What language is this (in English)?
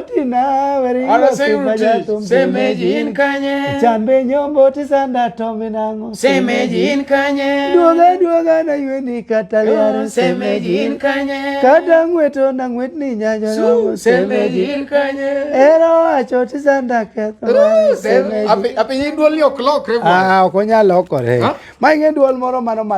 Luo (Kenya and Tanzania)